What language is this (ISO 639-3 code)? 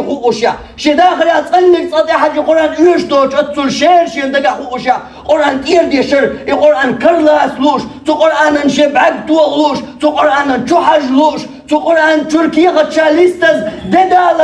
che